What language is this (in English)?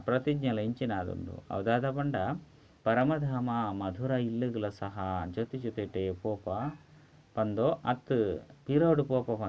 Tulu